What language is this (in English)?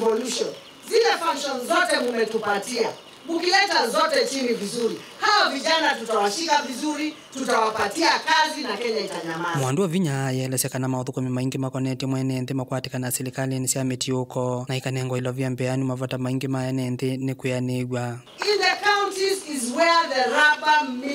Kamba